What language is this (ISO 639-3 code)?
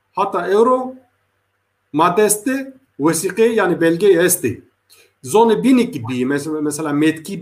zza